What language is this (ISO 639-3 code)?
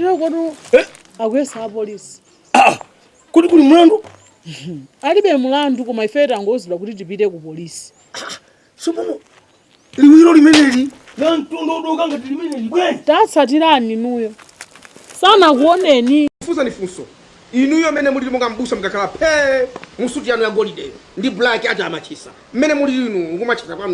nya